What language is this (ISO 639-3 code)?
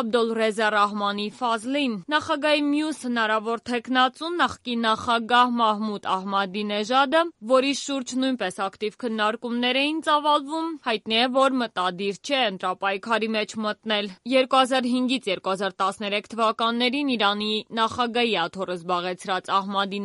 hye